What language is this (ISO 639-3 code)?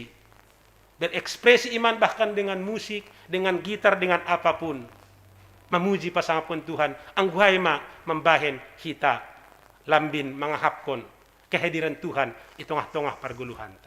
bts